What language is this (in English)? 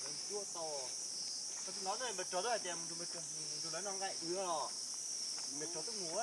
Hmong